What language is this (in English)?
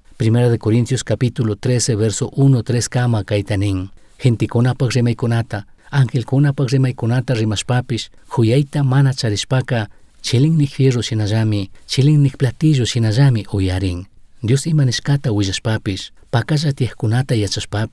Chimborazo Highland Quichua